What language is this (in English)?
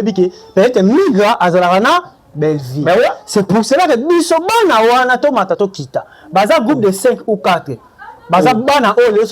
Lingala